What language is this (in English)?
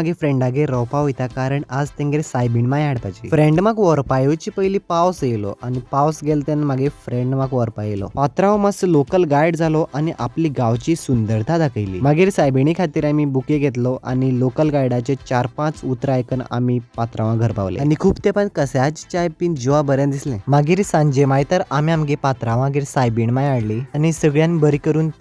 Konkani